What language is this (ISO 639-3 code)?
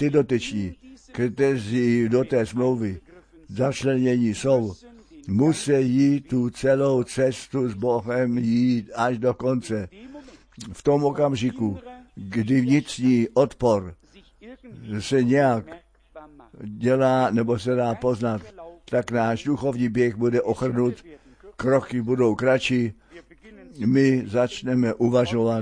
ces